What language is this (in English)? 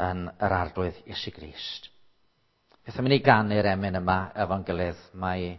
Welsh